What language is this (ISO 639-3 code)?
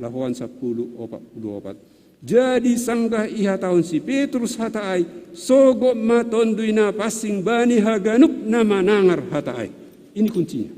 bts